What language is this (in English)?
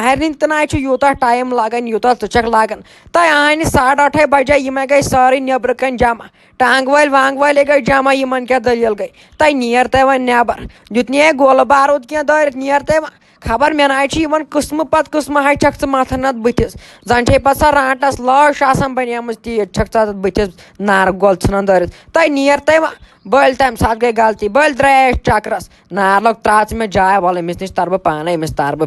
Kashmiri